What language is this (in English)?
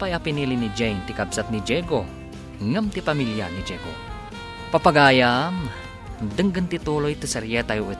Iloko